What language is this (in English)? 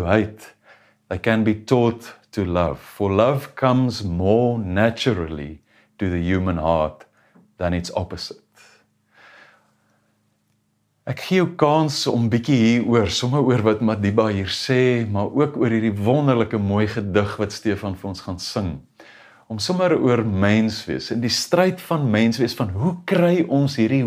Afrikaans